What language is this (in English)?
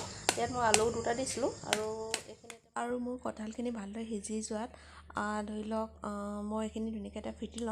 Assamese